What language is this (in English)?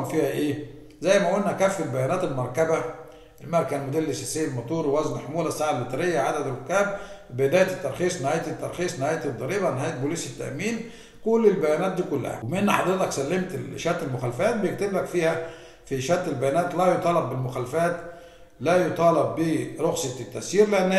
Egyptian Arabic